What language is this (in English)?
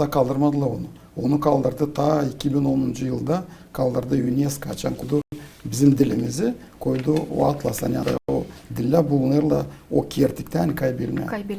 Gagauz